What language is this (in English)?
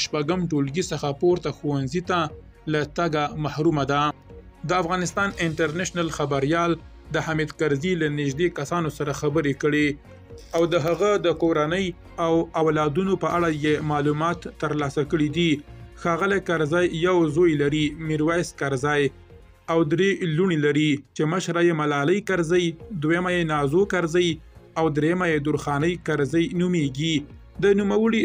Pashto